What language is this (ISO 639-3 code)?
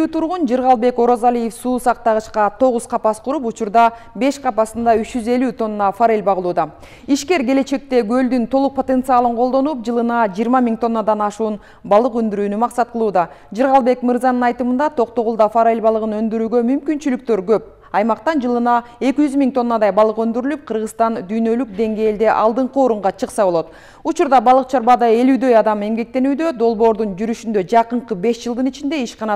kir